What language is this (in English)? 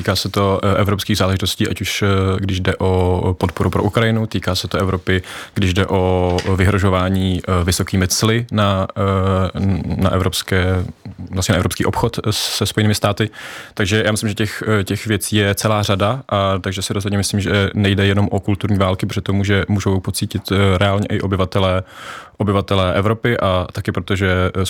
Czech